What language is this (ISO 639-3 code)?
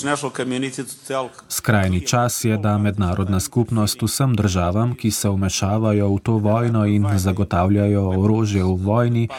slv